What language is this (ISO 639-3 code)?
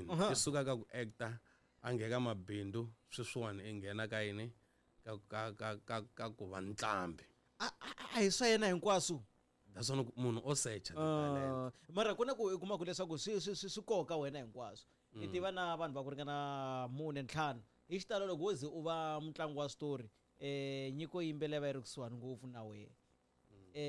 tso